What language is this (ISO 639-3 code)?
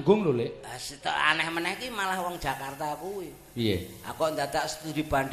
jav